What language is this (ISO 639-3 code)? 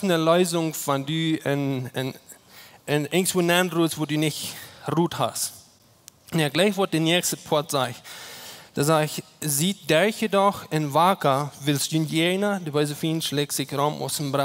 pdt